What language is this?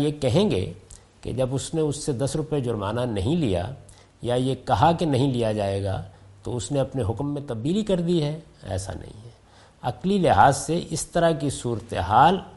Urdu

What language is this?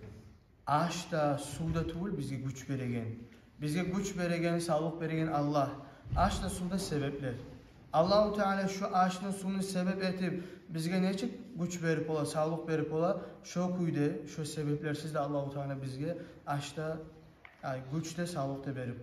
Kumyk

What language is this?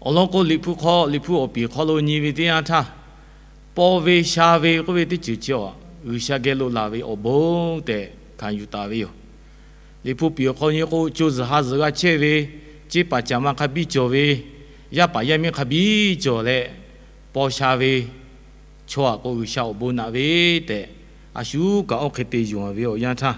Lahu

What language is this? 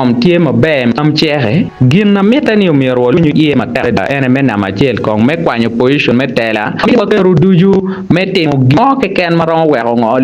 Acoli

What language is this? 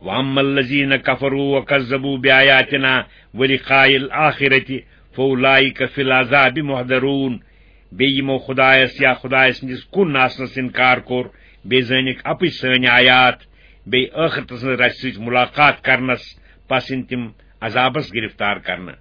Kashmiri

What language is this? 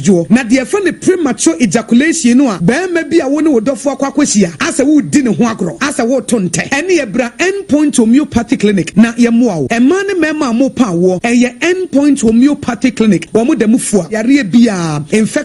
Akan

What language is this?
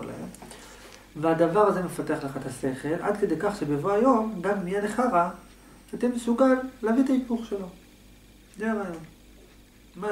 Hebrew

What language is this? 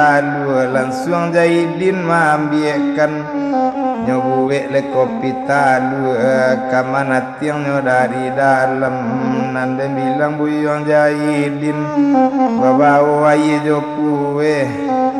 Minangkabau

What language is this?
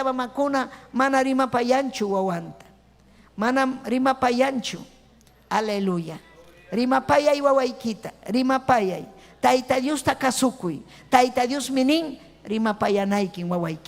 Ayacucho Quechua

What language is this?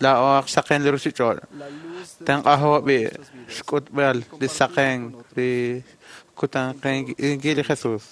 Kekchí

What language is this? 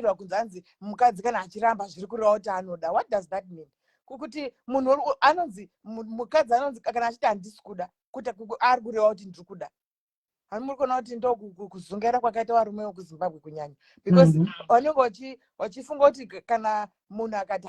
Shona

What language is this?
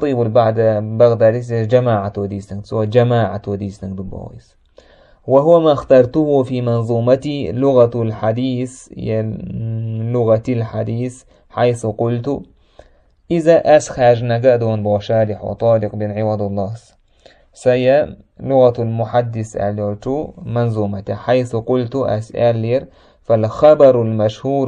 Chechen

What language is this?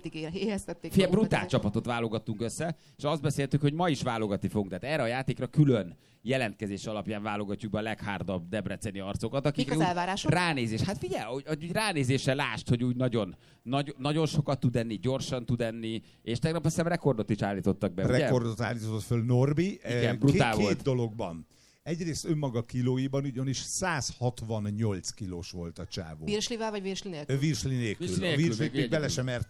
Hungarian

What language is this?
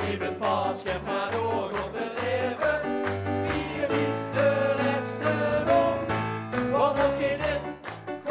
Limburgish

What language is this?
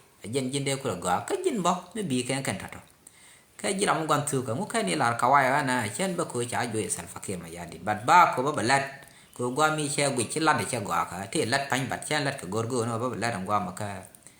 Nuer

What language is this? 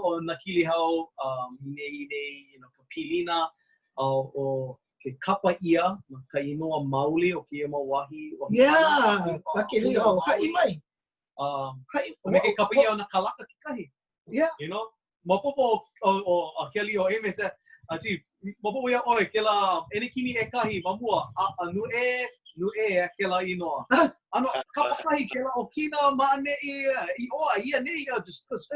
Hawaiian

